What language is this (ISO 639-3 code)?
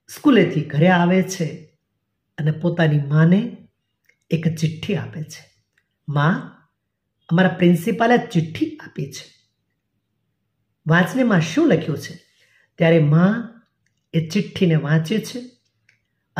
guj